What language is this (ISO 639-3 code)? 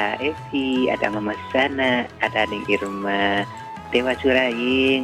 ind